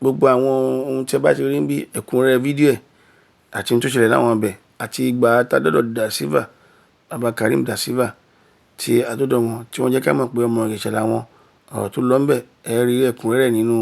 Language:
Yoruba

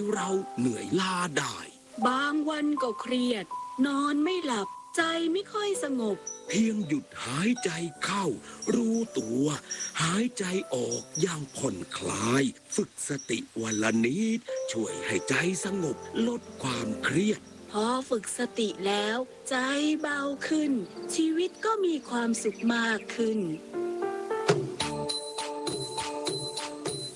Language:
Thai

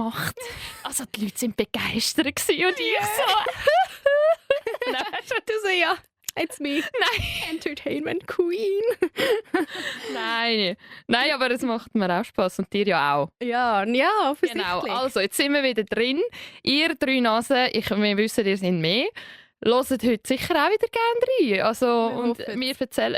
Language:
Swiss German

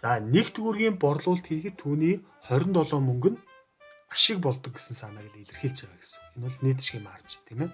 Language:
Mongolian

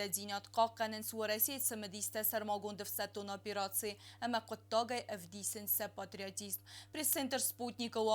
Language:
Ossetic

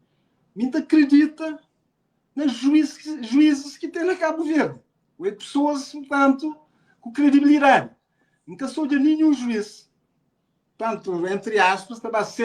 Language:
Kabuverdianu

